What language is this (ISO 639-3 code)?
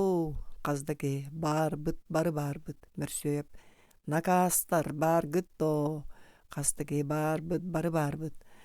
sah